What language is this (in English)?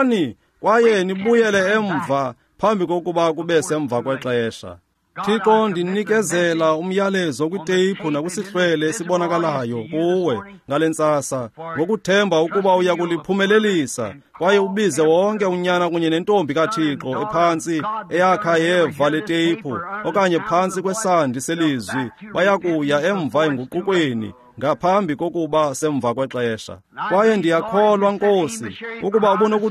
Xhosa